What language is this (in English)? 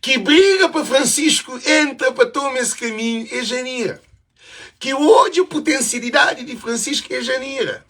Kabuverdianu